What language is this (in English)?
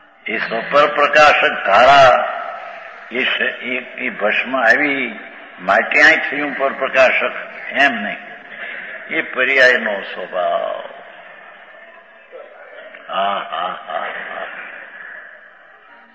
Gujarati